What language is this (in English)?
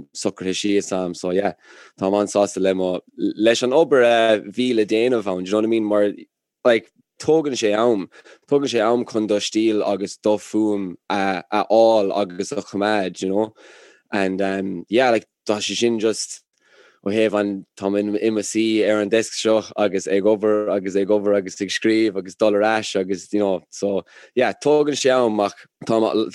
Irish